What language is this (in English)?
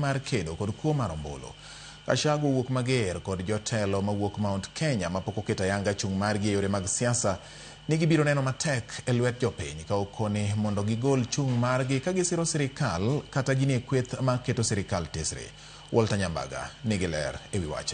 Luo (Kenya and Tanzania)